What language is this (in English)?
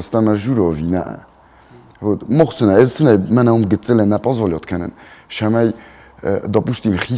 Ossetic